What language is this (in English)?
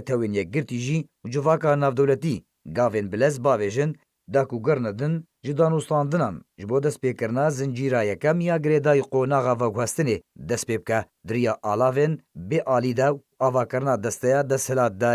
Kurdish